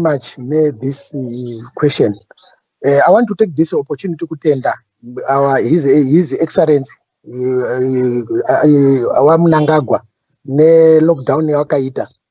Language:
Shona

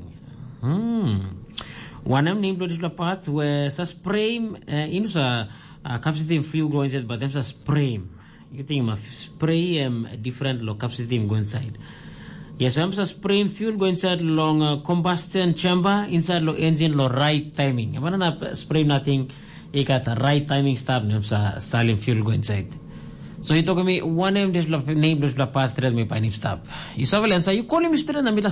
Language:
Tok Pisin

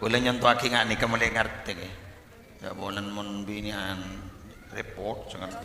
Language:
Madurese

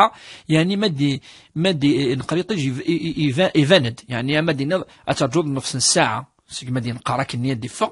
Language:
Kabyle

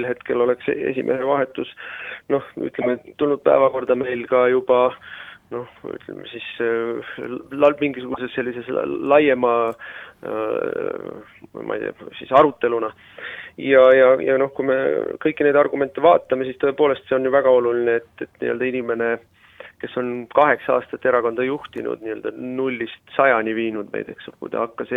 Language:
Estonian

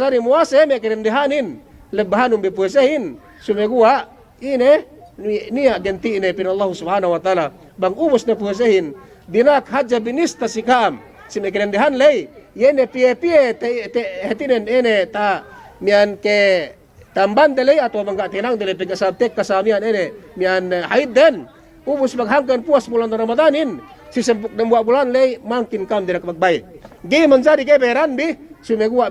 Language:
Yakan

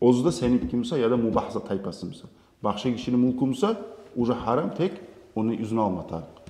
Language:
Kumyk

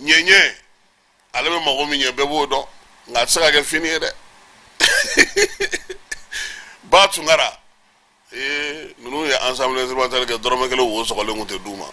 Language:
Bambara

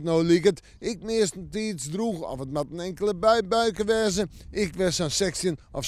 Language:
Western Frisian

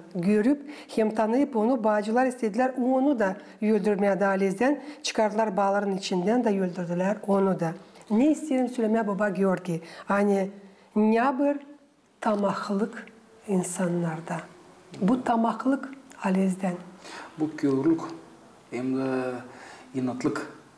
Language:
Gagauz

